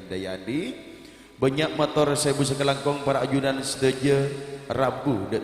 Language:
Madurese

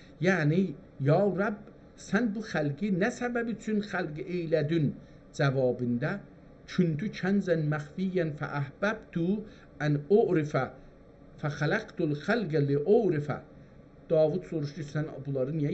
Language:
South Azerbaijani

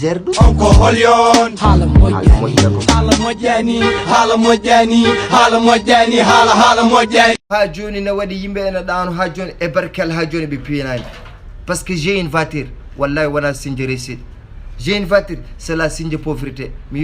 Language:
Fula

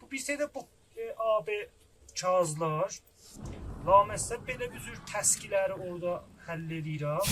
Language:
South Azerbaijani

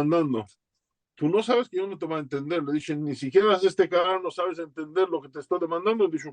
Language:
Ladino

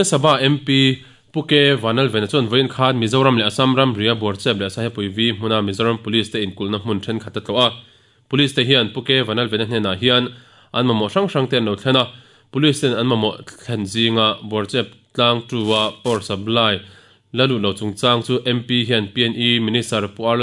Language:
Mizo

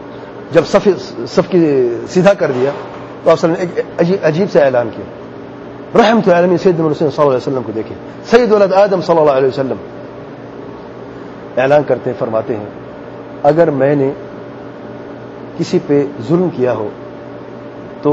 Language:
Urdu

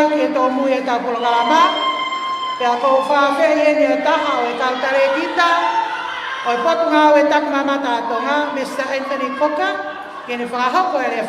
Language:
Tongan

